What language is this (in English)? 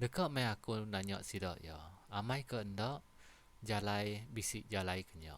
Iban